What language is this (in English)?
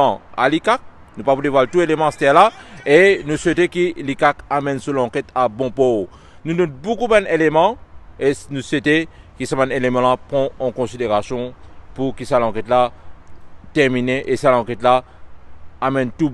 Morisyen